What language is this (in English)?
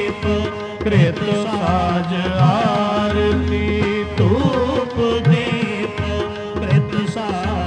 Punjabi